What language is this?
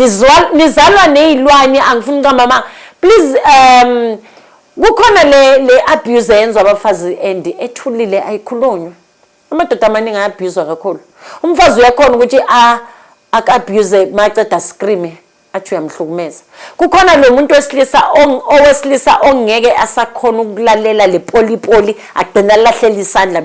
Zulu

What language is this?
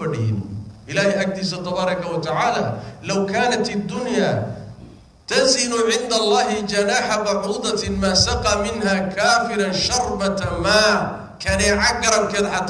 Somali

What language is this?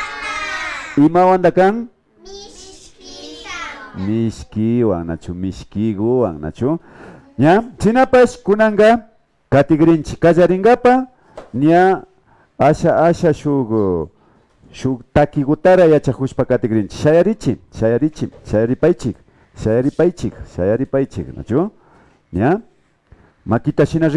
Imbabura Highland Quichua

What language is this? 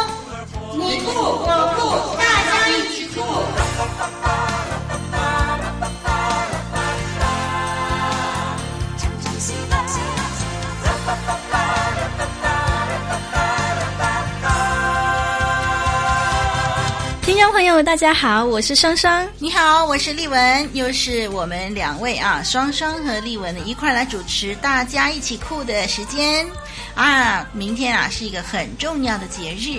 Chinese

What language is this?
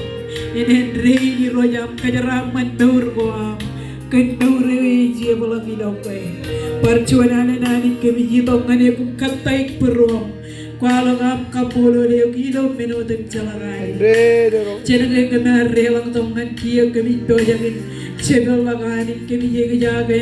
Marshallese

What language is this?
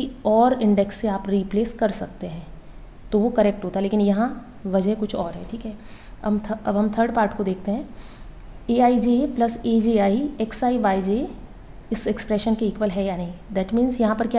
Hindi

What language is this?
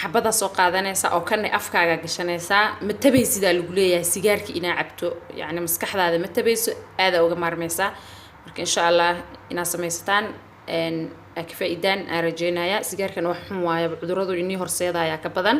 Somali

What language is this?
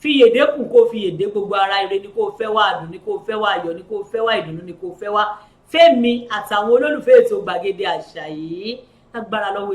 Yoruba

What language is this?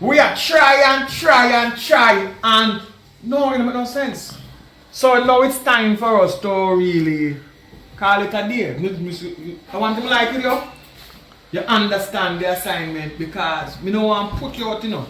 Jamaican Creole English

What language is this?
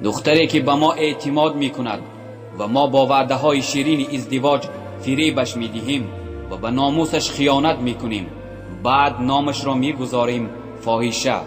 Tajik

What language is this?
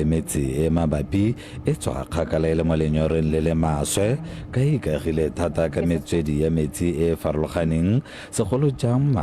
Tswana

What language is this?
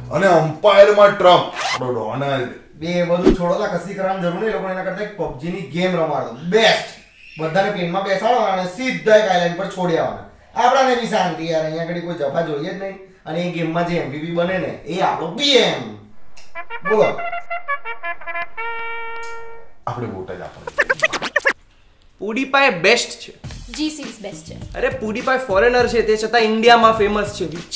Gujarati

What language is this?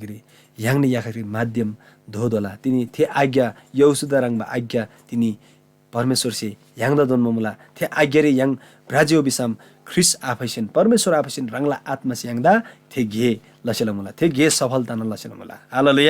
Eastern Tamang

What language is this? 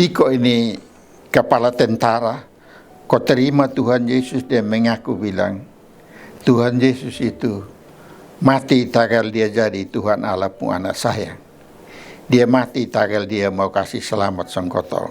Kupang Malay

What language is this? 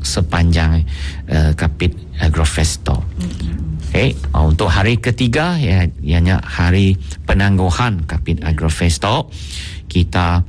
Iban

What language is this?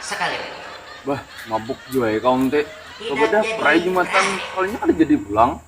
Banjar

